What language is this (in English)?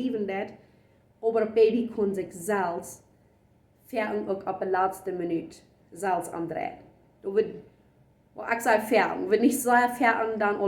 Plautdietsch